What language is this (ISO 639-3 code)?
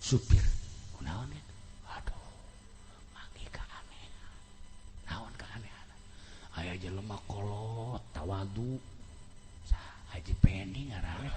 sun